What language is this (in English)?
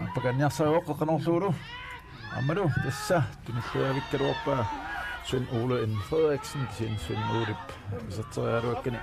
Kalaallisut